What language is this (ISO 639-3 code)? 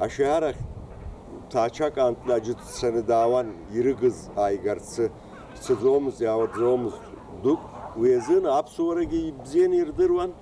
abk